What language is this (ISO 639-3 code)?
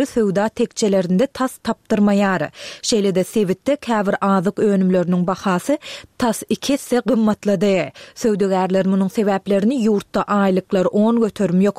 tuk